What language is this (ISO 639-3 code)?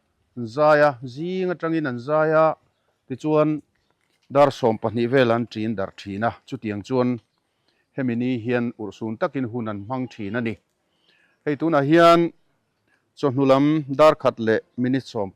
lus